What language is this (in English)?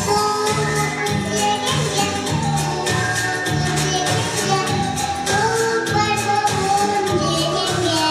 Yakut